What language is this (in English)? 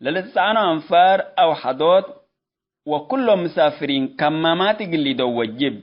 Tigre